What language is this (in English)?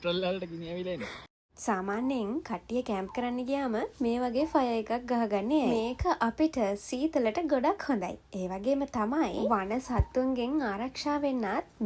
Sinhala